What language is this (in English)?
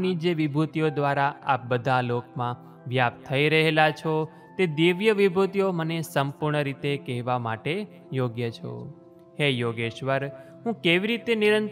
Gujarati